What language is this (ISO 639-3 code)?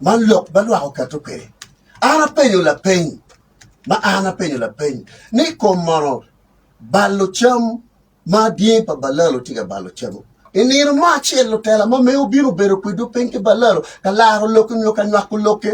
ach